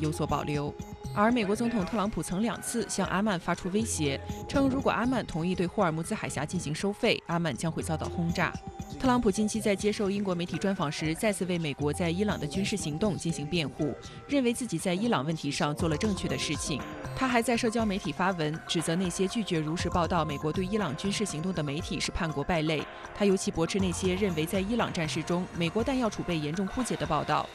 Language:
Chinese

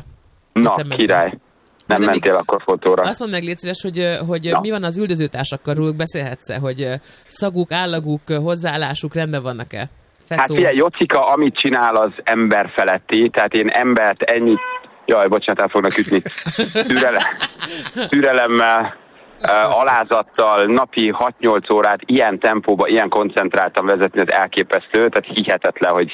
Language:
Hungarian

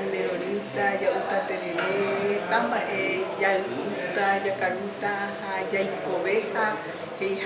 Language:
Guarani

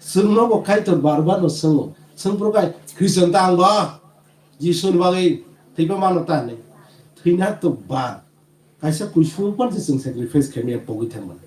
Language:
Kok Borok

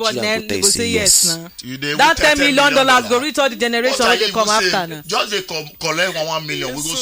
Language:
Nigerian Pidgin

